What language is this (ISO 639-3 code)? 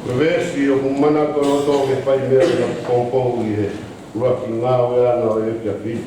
ton